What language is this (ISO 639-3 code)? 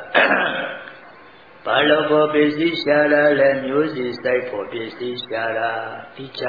mya